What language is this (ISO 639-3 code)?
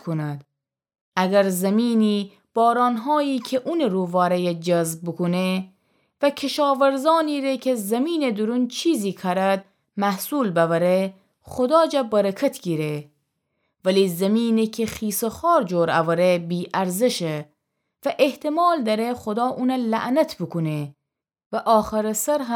glk